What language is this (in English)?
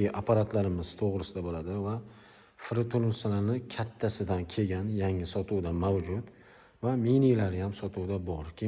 Uzbek